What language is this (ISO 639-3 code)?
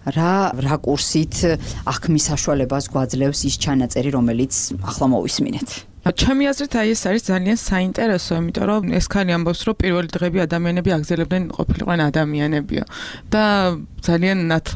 kat